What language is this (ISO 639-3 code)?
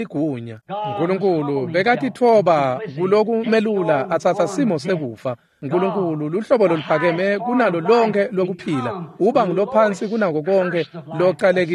ssw